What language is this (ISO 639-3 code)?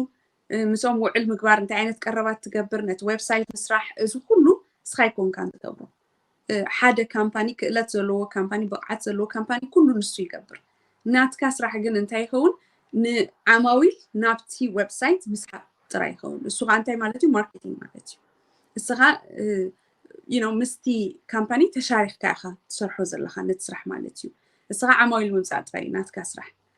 tir